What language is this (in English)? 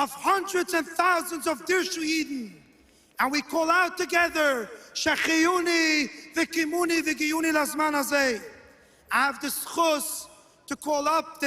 Yiddish